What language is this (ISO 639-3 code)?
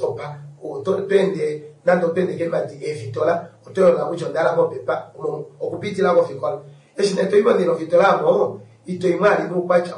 kua